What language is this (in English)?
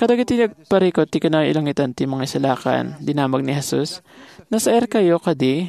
Iloko